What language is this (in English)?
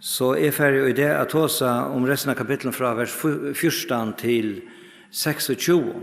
Faroese